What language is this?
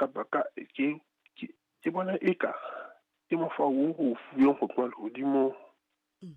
Southern Sotho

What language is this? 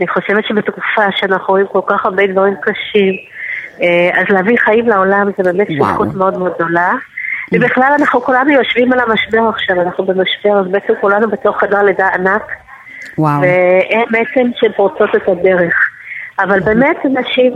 Hebrew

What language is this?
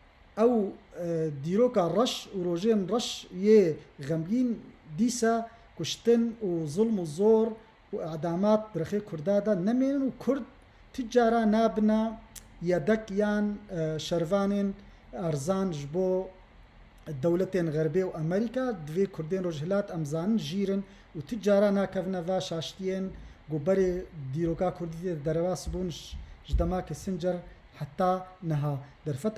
Kurdish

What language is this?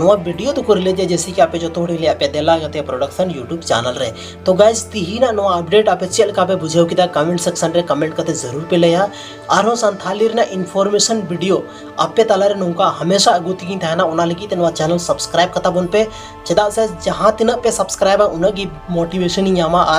Santali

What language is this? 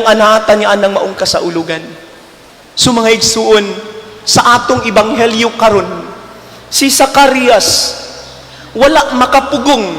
Cebuano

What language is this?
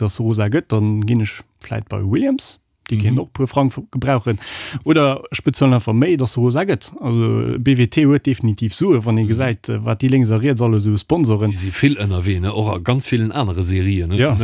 Luxembourgish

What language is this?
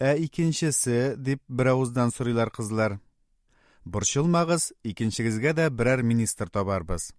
Tatar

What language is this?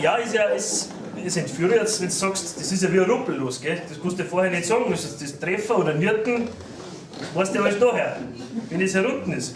Bavarian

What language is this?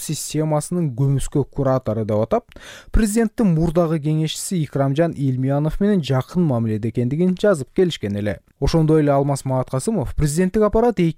Kyrgyz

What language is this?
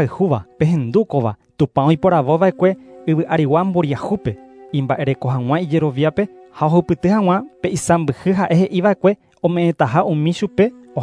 Guarani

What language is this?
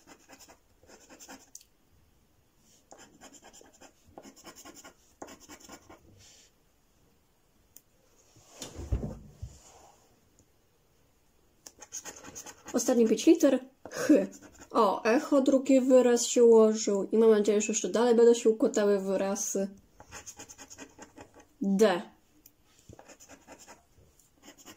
Polish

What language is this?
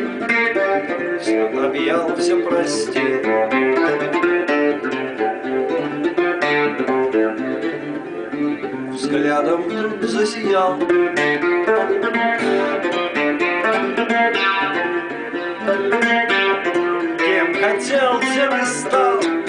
Russian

